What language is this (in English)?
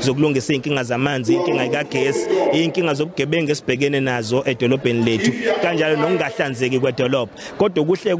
Zulu